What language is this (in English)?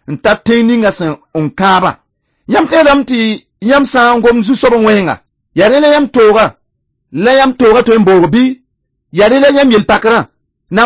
Mossi